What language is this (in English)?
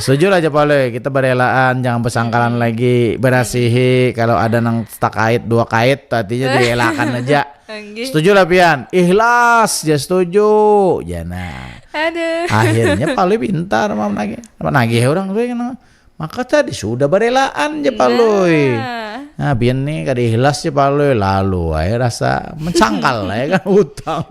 Banjar